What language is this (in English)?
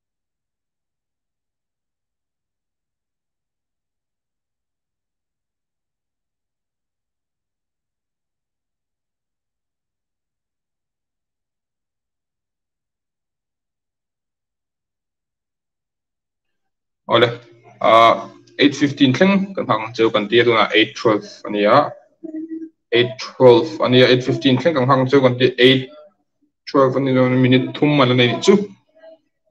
Mizo